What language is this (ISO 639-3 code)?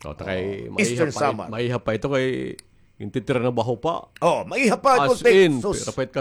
war